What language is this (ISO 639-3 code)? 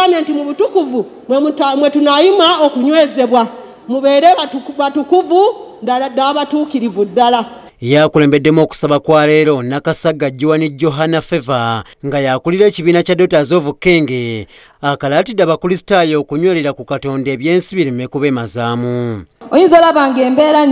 lug